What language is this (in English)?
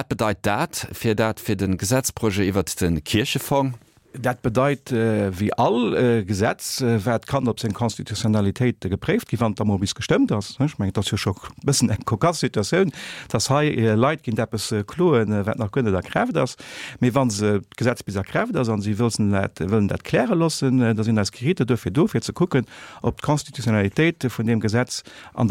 Luxembourgish